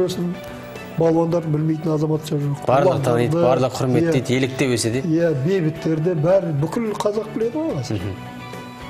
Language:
Kazakh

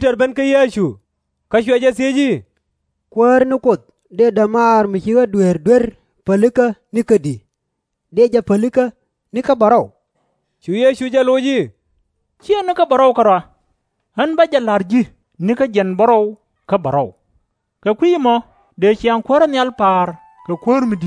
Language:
Nuer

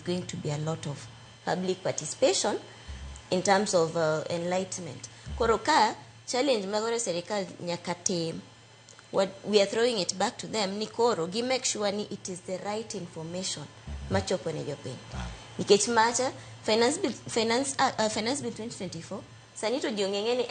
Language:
Luo (Kenya and Tanzania)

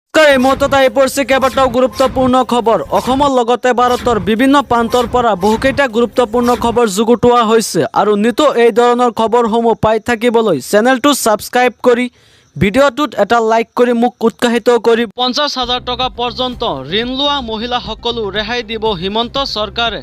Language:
Assamese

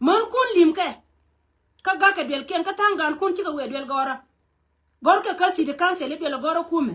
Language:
Nuer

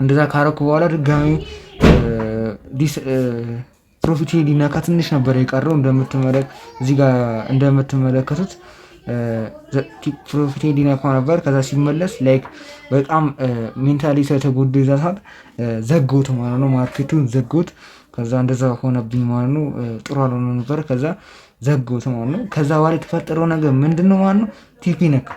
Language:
Amharic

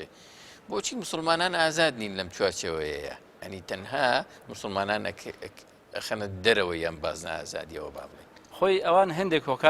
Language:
Central Kurdish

